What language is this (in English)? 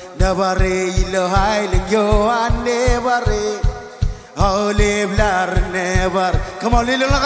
Marshallese